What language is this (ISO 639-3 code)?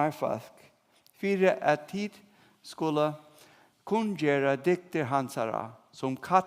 fao